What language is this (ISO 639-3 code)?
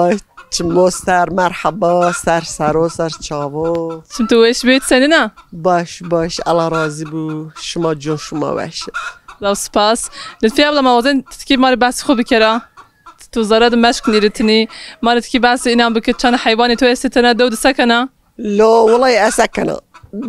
zza